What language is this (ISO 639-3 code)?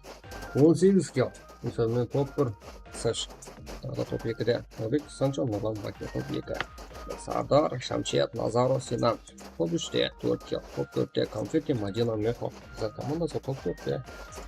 kaa